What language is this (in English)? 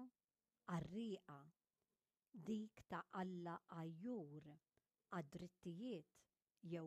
Maltese